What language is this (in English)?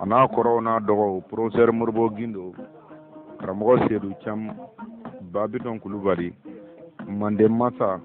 Bambara